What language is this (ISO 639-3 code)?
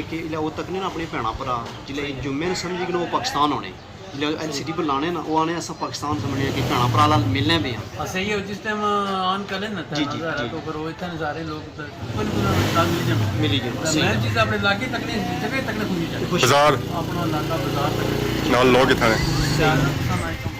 phr